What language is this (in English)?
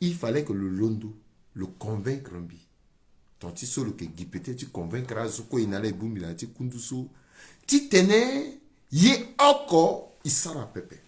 Sango